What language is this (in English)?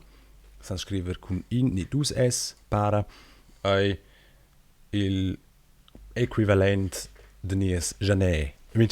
Romansh